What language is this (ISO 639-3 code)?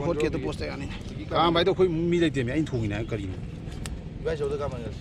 mni